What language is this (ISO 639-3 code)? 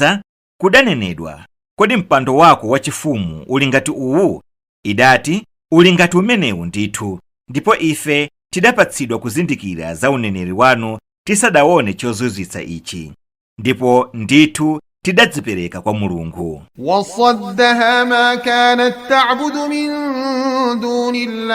nya